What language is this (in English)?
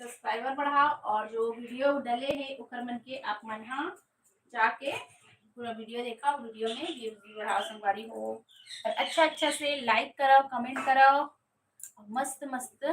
Chhattisgarhi